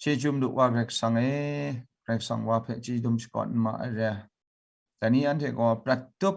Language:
Kachin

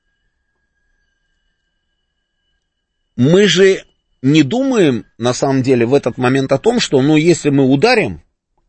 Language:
Russian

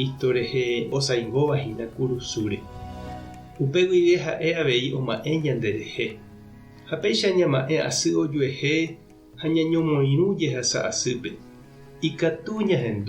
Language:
Guarani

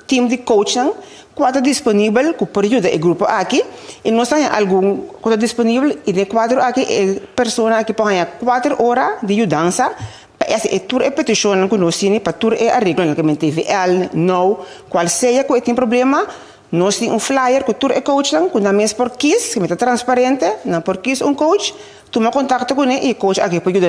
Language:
Papiamento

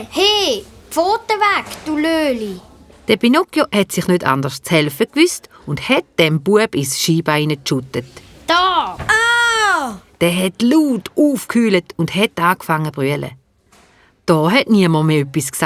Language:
Swiss German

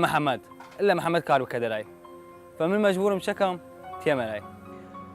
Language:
Southern Kurdish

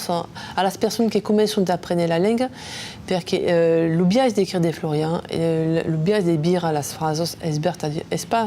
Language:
Occitan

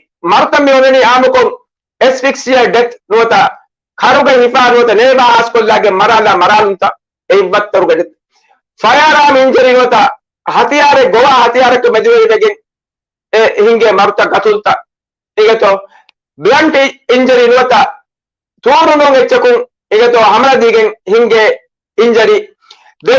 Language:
Divehi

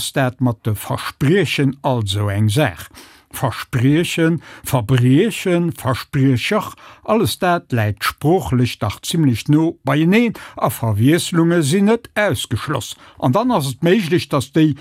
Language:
Luxembourgish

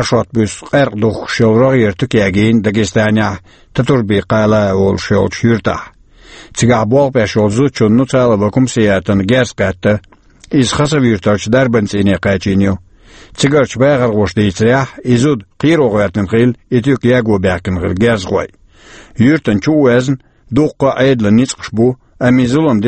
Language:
Chechen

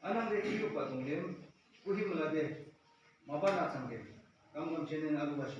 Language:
Yimchungru Naga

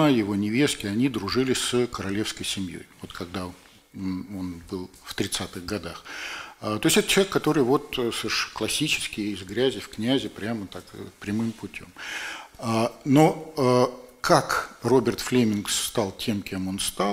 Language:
Russian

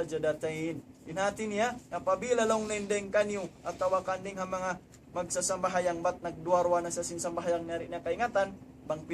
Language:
Tausug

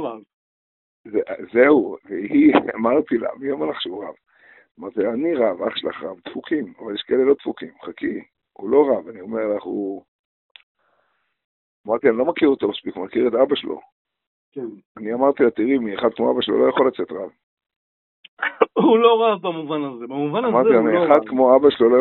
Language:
Hebrew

